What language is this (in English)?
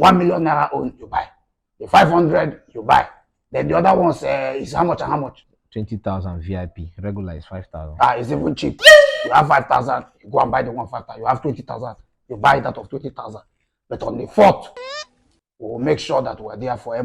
Nigerian Pidgin